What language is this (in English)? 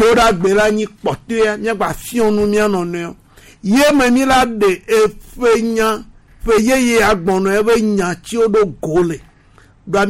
Gen